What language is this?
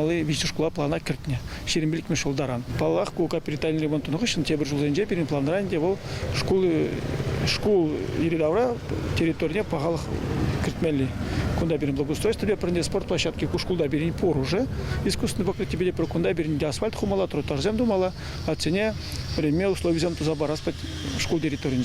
Chuvash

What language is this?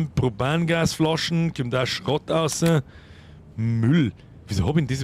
Bavarian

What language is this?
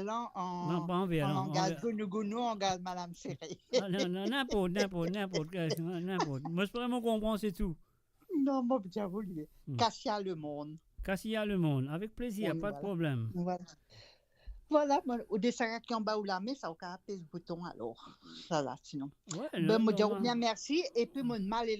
Morisyen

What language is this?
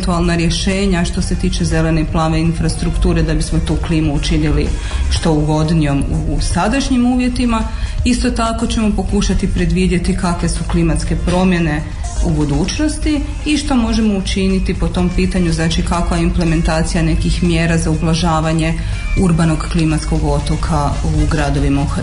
Croatian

